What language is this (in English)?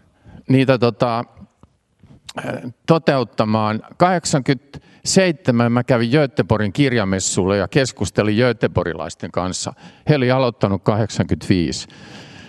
Finnish